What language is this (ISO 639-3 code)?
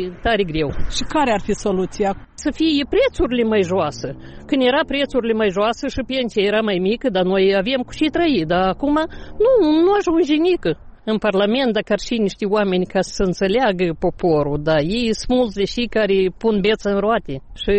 ron